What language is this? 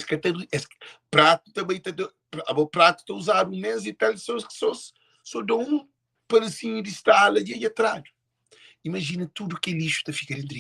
Kabuverdianu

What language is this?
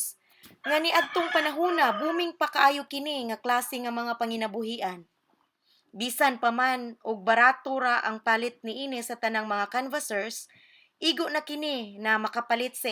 Cebuano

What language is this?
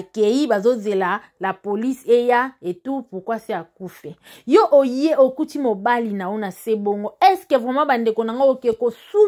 Lingala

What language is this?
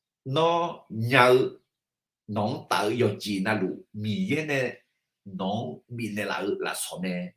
Akha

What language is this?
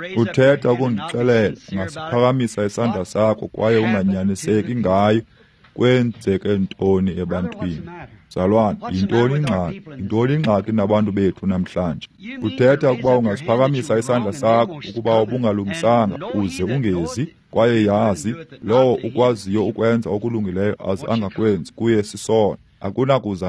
Xhosa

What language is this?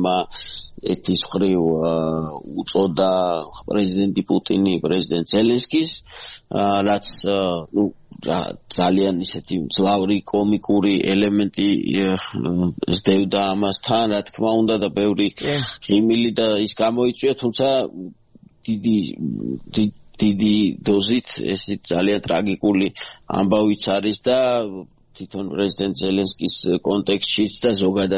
Georgian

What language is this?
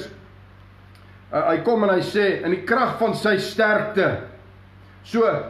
Afrikaans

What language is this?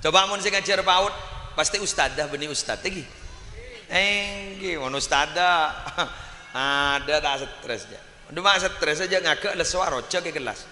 Madurese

